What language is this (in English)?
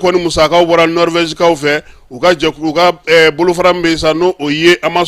Bambara